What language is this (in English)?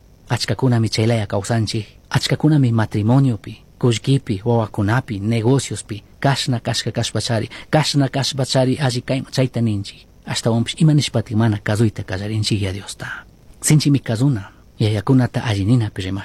Chimborazo Highland Quichua